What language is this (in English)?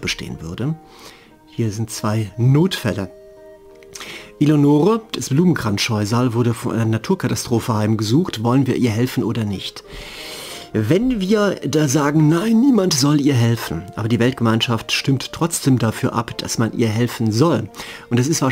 German